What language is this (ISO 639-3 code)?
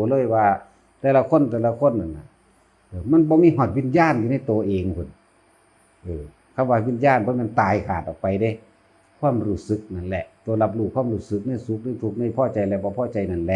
tts